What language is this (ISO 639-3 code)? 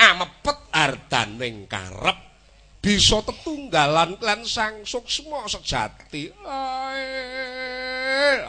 jav